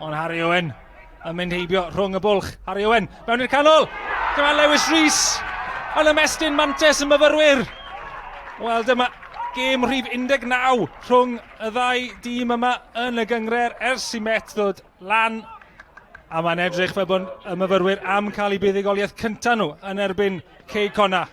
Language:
Welsh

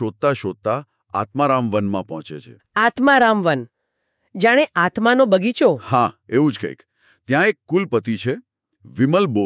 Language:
Gujarati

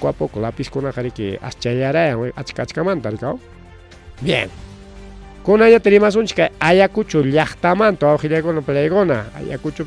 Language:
Ayacucho Quechua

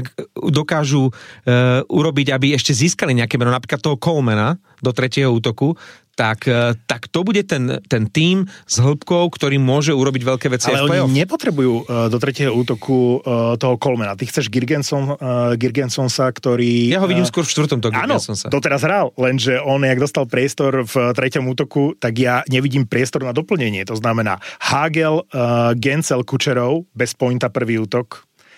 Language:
Slovak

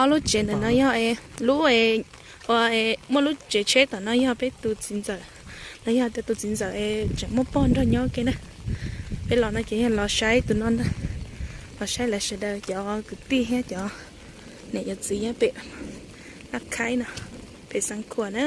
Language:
Hmong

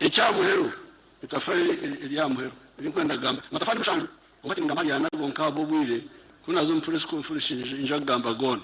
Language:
Nyankole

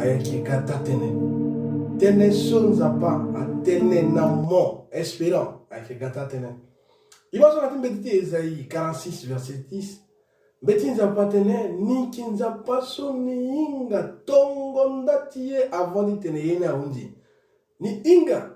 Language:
Sango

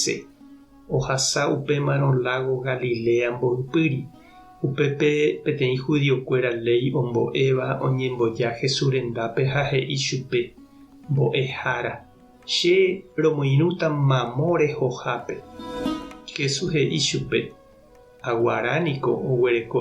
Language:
Guarani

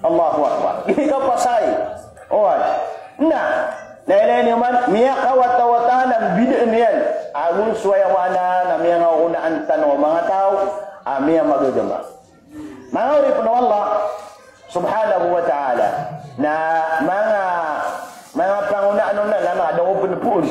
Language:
Maranao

